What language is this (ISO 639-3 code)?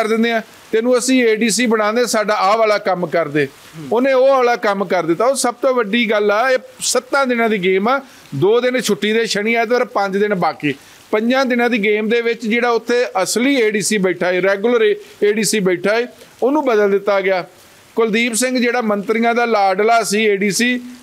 pan